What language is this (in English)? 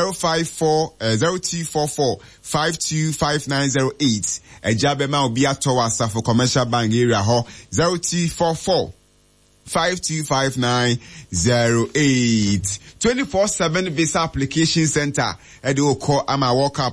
Akan